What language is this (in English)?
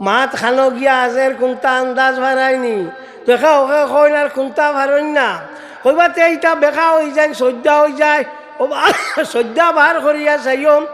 Sylheti